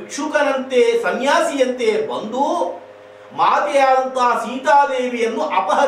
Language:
Kannada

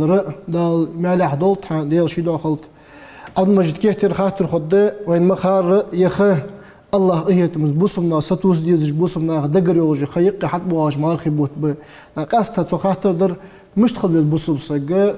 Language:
Ingush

